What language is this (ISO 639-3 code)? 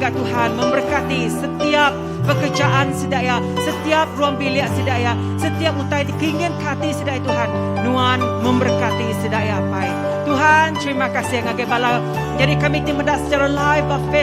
iba